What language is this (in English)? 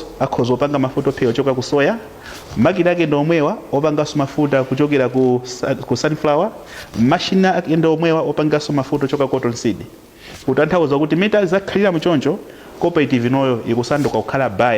Nyanja